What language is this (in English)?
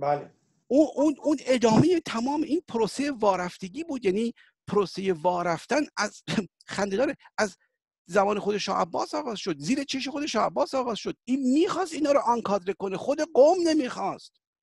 Persian